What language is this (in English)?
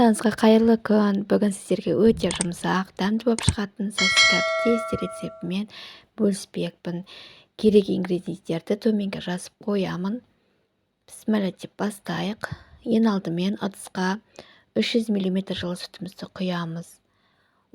Kazakh